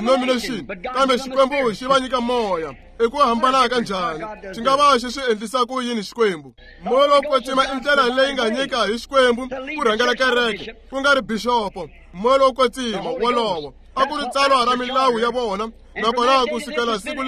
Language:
Tsonga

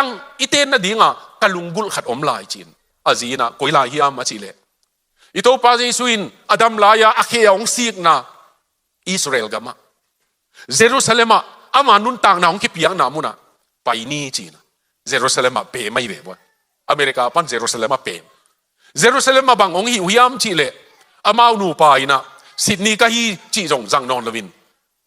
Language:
Tedim Chin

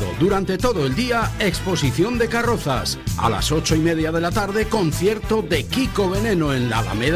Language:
Spanish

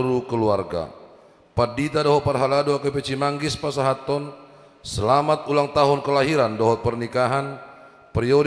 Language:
Batak Toba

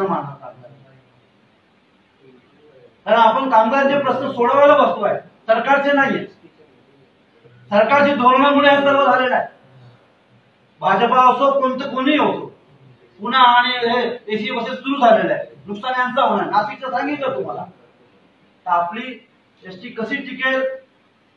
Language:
Marathi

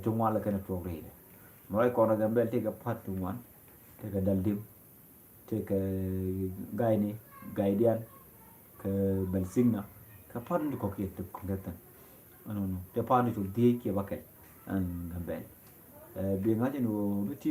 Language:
Nuer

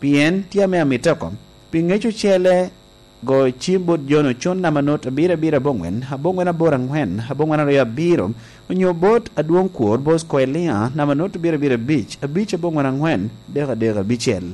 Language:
Lango (Uganda)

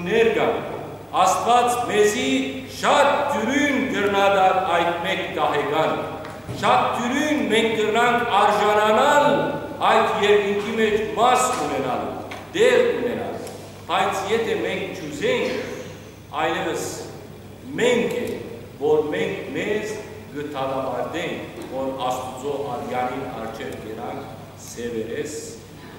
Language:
Western Armenian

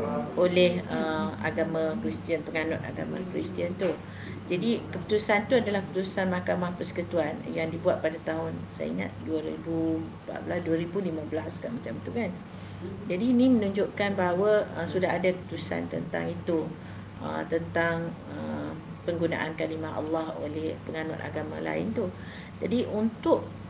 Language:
Malay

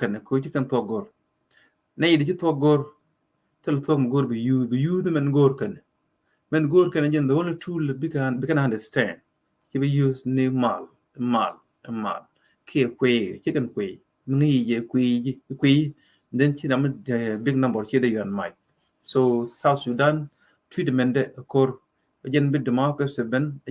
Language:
Nuer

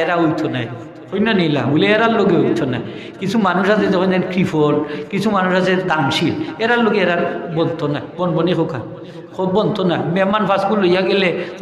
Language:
Sylheti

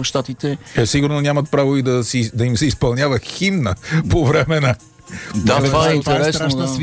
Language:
Bulgarian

